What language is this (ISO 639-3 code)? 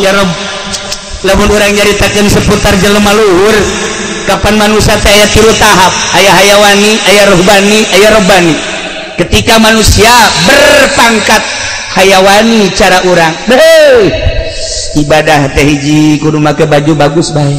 sun